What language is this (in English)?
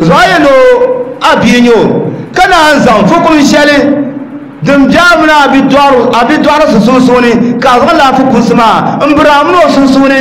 Dagbani